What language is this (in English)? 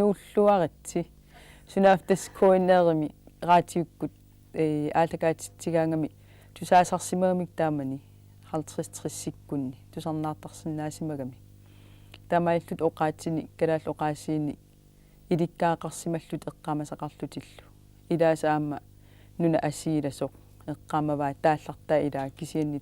Kalaallisut